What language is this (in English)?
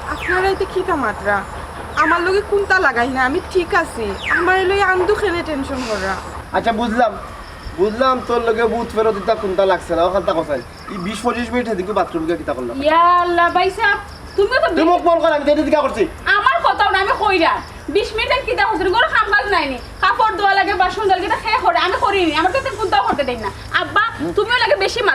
Sylheti